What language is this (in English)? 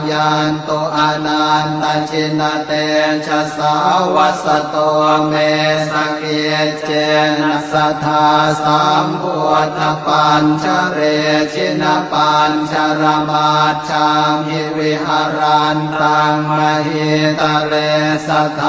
Pali